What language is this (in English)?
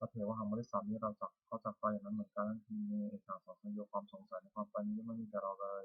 Pali